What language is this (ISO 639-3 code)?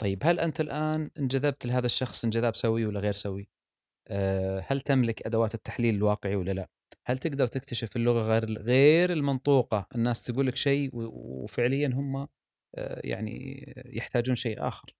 afb